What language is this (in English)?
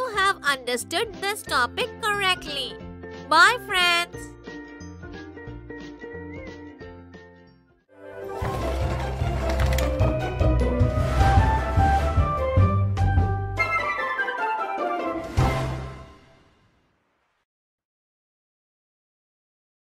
English